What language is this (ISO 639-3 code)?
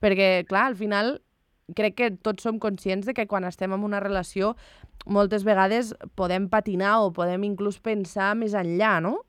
cat